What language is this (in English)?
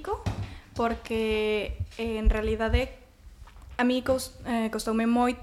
Galician